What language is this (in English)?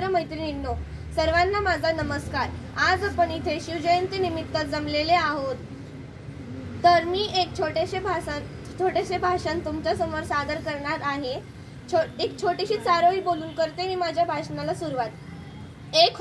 Marathi